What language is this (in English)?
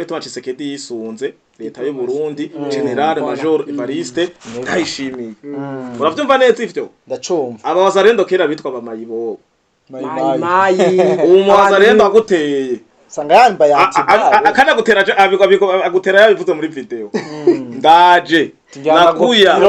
Rundi